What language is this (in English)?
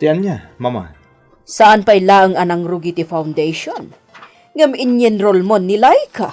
Iloko